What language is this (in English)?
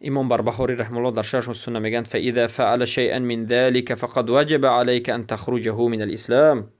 Persian